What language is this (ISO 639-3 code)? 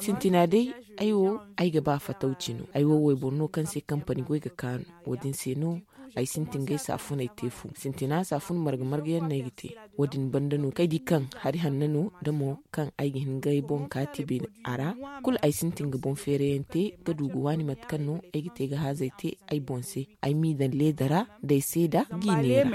dje